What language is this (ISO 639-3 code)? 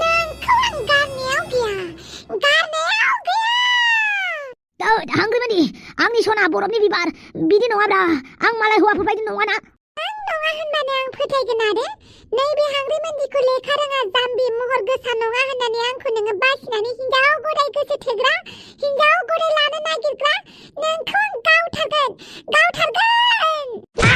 brx